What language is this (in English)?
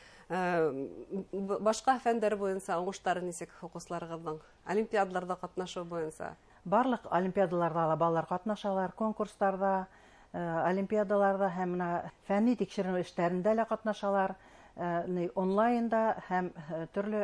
Bashkir